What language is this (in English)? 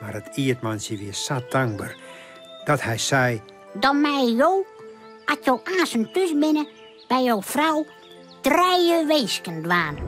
Western Frisian